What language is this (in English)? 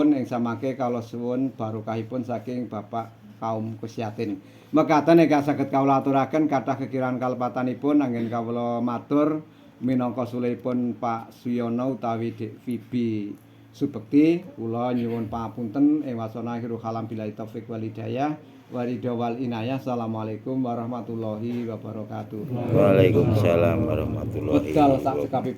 Javanese